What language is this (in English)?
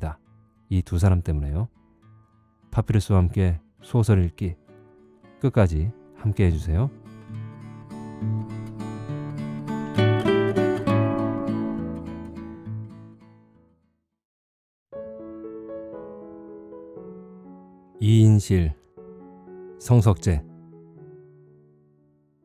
Korean